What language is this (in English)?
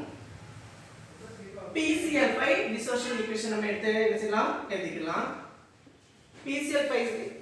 Tamil